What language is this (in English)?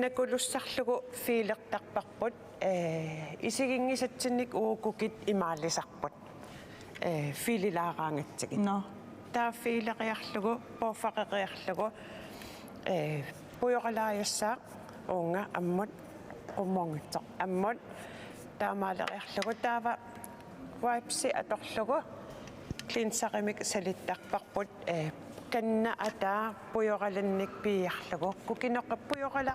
Kalaallisut